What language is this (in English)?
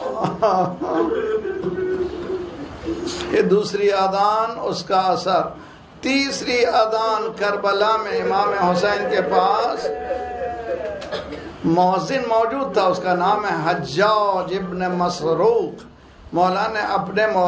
Urdu